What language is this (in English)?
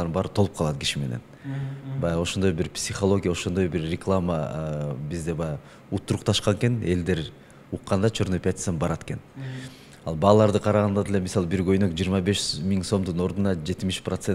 Kyrgyz